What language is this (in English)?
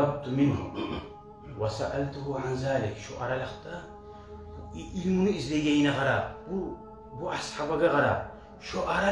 Kumyk